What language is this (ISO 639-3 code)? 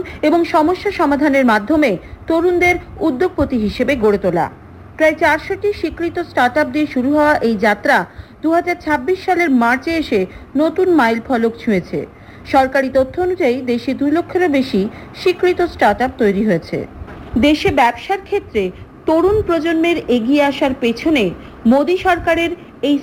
ben